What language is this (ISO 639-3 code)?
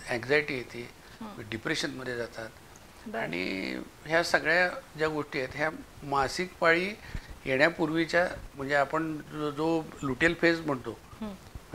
mar